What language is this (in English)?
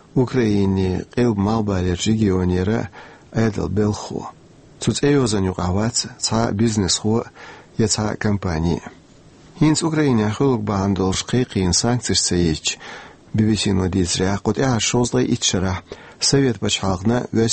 Chechen